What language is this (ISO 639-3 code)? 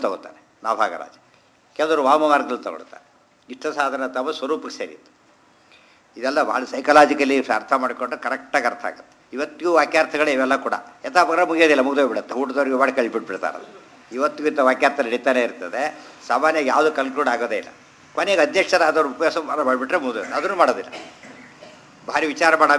kan